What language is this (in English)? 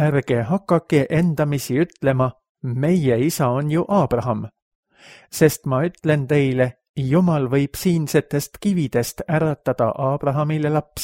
Estonian